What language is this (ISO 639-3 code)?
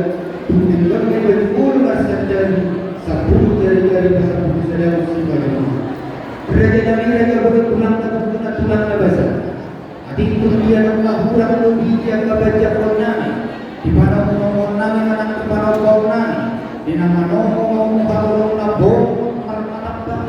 bbc